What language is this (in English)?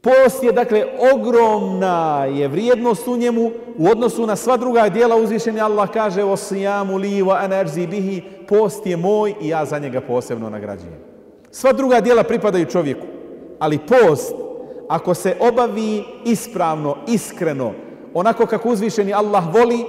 Bosnian